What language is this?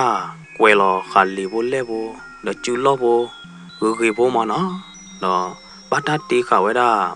S'gaw Karen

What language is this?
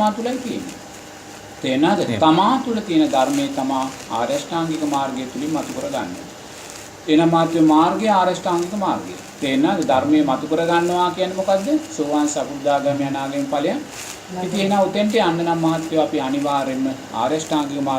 Sinhala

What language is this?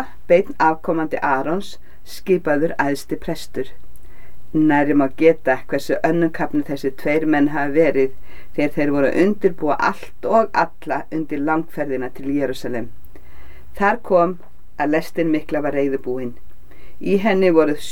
Icelandic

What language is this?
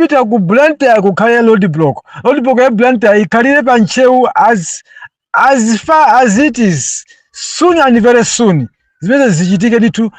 Nyanja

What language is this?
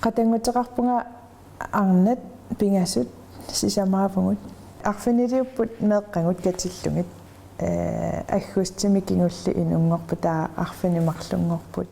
Kalaallisut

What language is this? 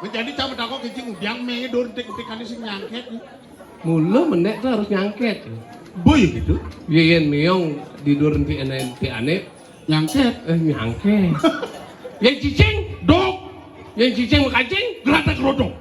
Balinese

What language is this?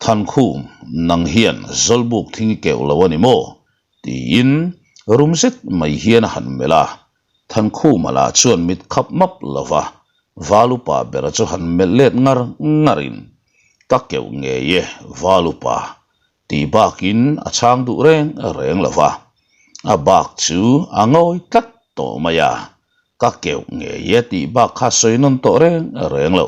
Mizo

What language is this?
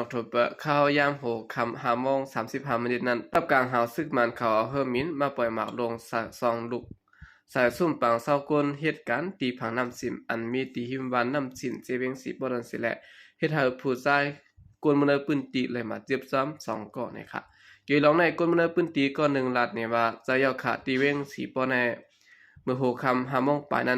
Shan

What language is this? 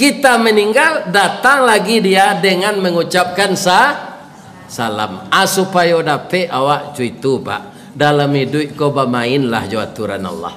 Minangkabau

